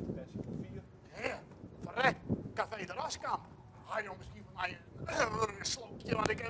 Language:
Western Frisian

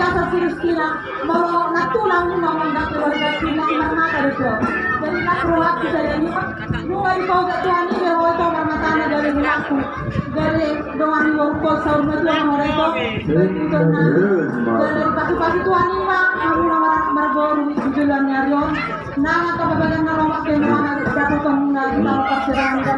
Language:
Batak Toba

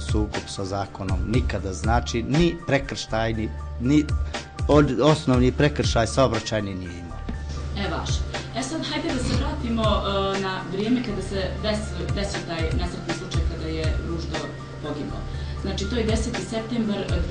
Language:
Bosnian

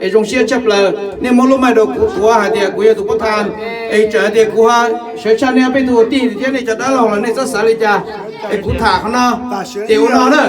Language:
Hmong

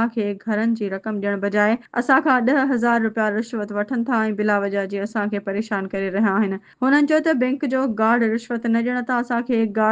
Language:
Sindhi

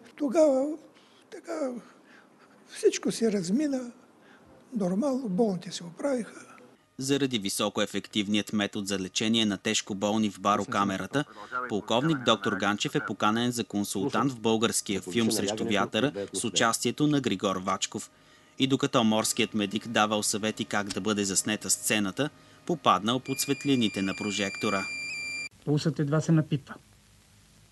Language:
Bulgarian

